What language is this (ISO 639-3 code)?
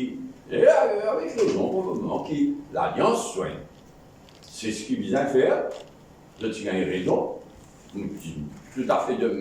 mfe